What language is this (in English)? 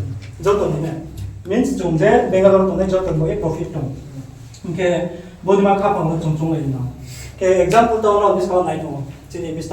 Riang (India)